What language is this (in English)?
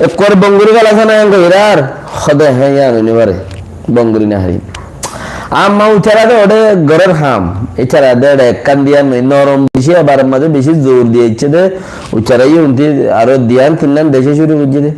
Rohingya